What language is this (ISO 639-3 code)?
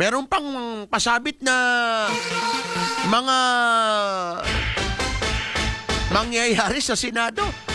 fil